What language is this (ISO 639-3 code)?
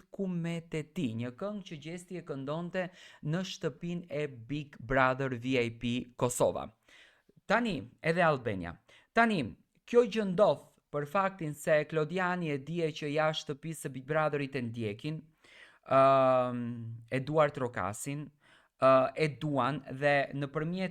sqi